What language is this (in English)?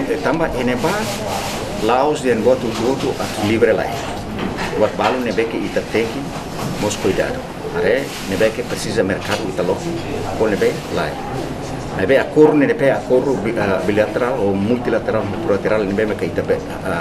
Tetum